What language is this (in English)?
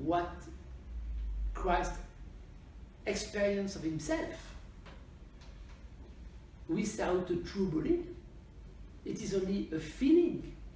English